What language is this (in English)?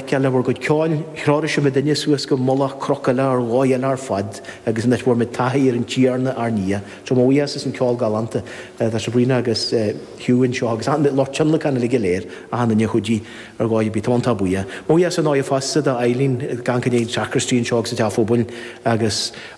Irish